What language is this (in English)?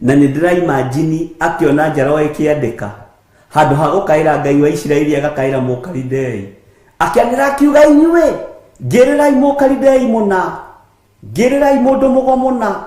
Kikuyu